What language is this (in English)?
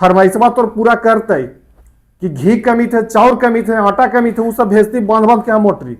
Magahi